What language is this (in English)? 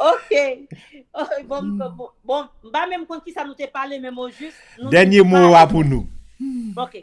Haitian Creole